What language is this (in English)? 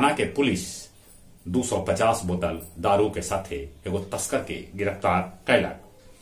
Magahi